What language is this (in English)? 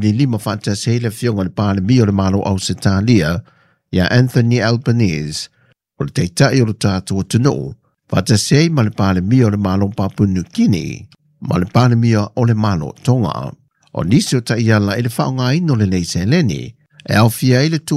Samoan